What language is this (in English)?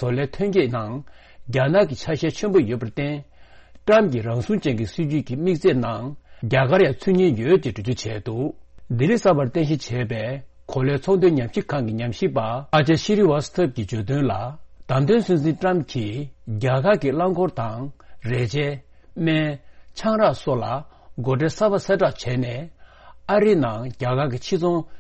Tibetan